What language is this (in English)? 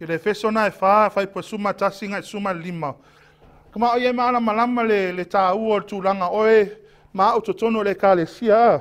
Samoan